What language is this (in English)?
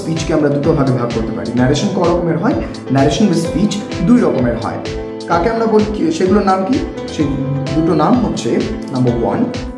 Bangla